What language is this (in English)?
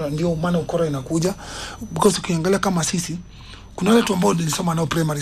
Swahili